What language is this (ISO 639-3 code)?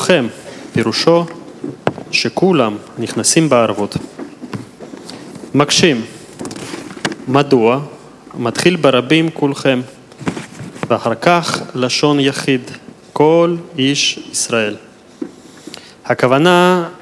heb